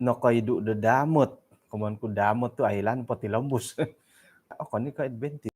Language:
Central Dusun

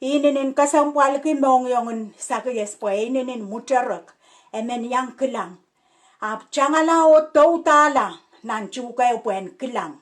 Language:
Pohnpeian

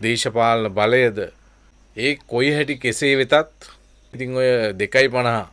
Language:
Sinhala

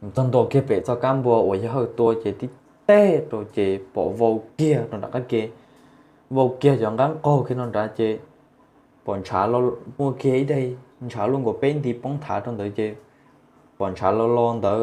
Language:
Hmong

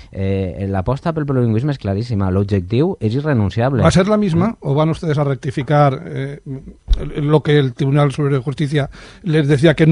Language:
Catalan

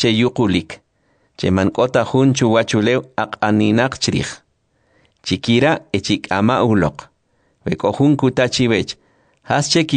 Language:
Kʼicheʼ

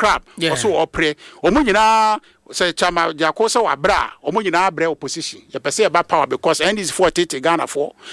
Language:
Akan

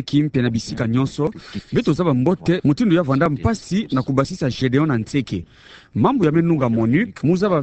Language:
Kituba (Democratic Republic of Congo)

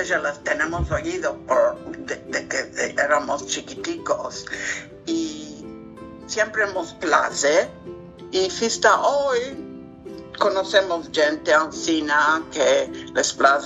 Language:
Ladino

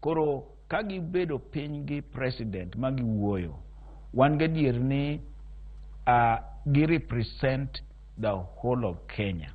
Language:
Luo (Kenya and Tanzania)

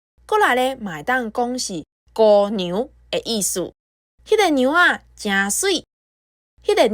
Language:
Min Nan Chinese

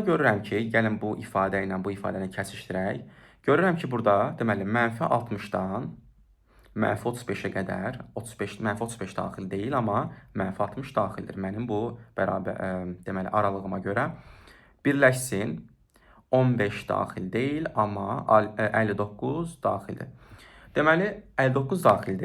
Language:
Azerbaijani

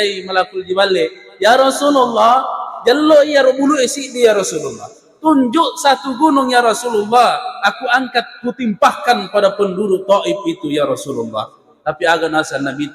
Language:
Buginese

